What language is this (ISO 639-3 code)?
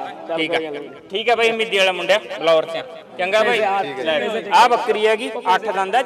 pan